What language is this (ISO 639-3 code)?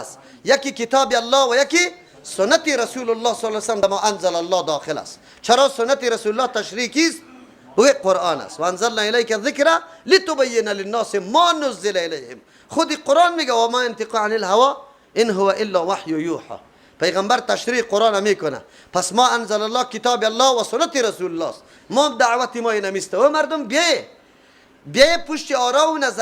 fas